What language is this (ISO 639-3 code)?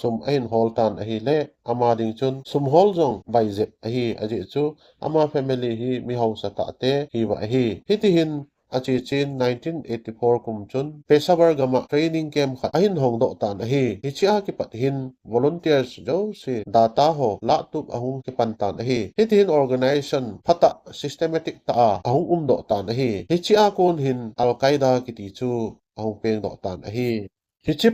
tcz